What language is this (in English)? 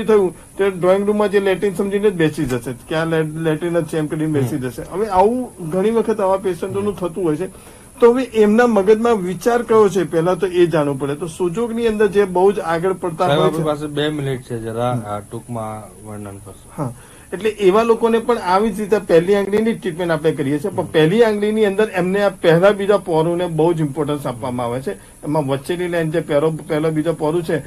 Gujarati